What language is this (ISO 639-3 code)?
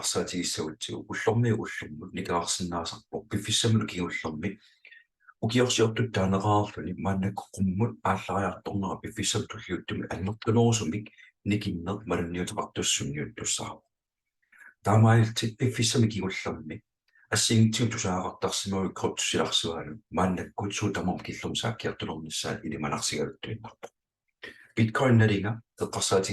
kal